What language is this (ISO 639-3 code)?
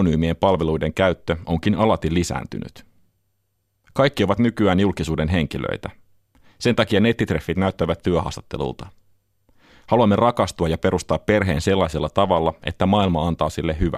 fin